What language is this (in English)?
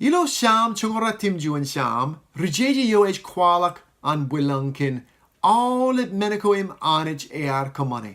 Marshallese